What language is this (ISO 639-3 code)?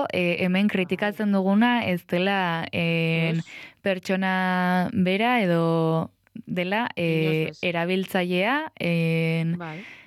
eus